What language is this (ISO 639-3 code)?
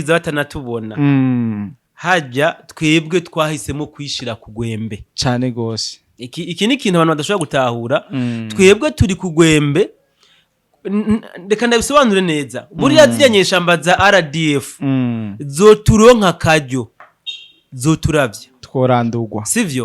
run